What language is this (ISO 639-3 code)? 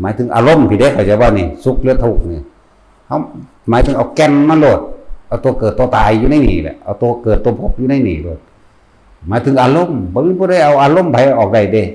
tts